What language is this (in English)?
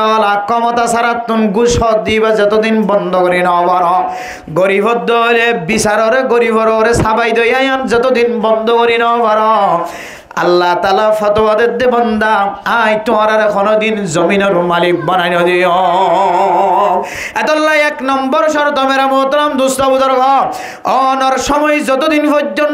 Rohingya